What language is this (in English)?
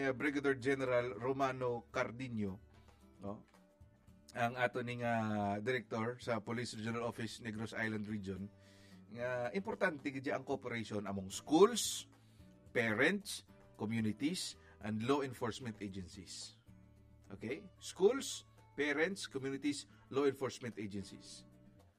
Hiligaynon